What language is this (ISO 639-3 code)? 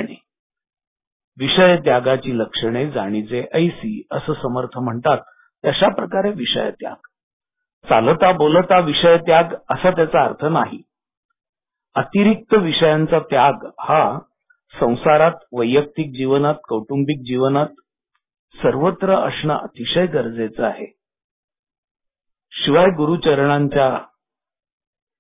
mar